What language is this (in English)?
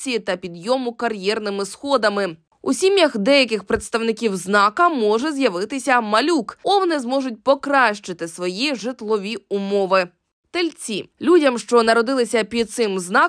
Ukrainian